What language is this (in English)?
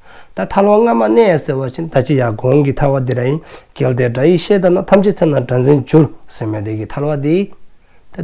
Dzongkha